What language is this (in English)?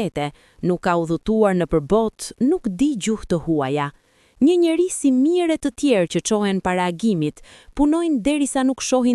Albanian